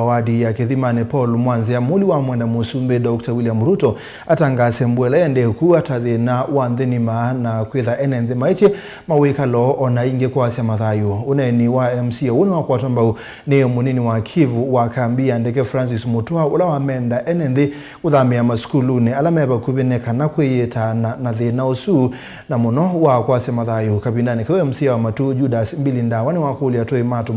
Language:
Kamba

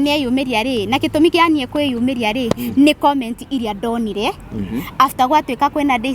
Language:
Kikuyu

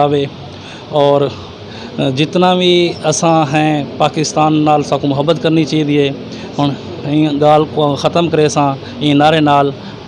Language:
Saraiki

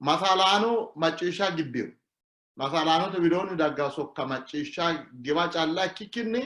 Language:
Sidamo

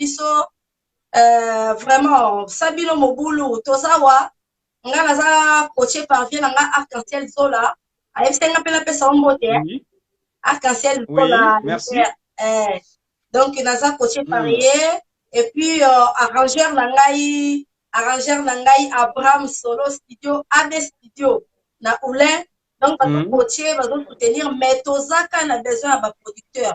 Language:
Lingala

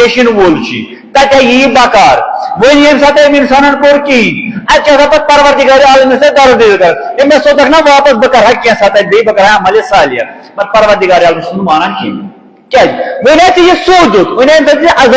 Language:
Kashmiri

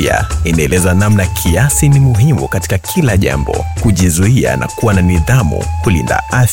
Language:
Swahili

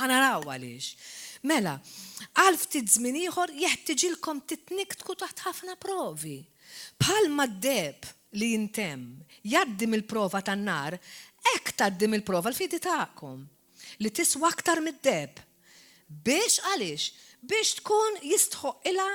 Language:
Maltese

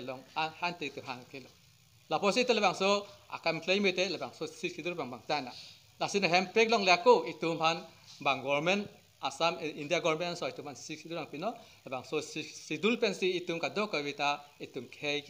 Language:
Karbi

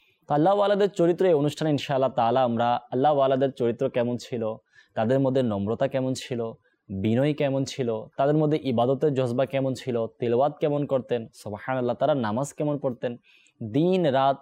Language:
Bangla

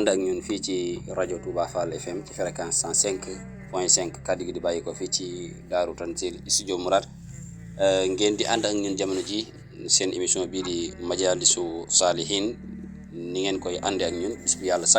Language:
Wolof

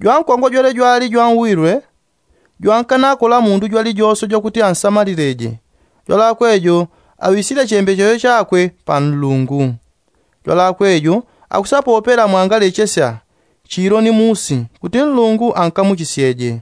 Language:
Yao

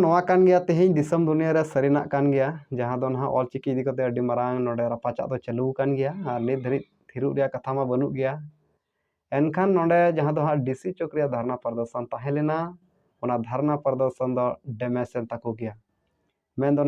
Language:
Santali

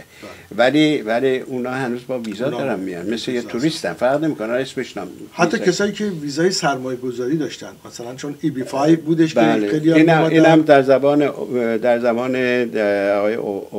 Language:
Persian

